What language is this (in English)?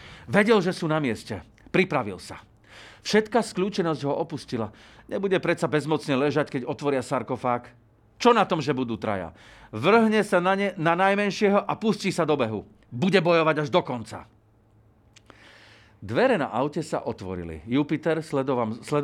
Slovak